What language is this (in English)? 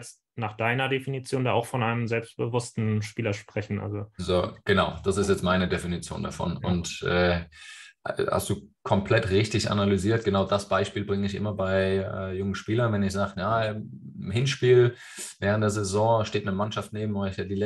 German